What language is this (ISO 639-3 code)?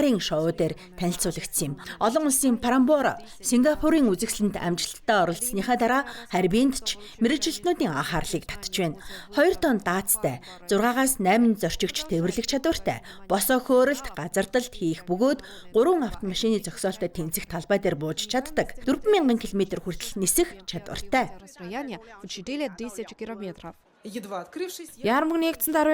mon